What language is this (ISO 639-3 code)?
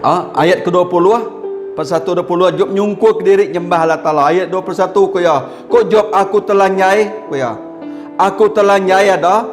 iba